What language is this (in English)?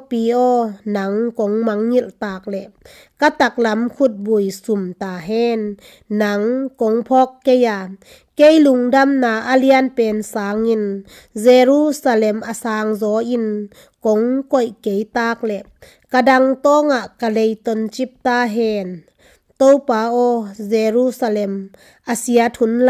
Tedim Chin